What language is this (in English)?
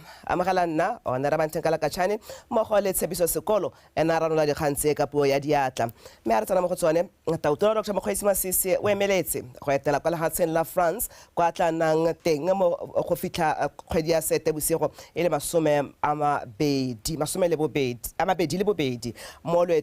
Tswana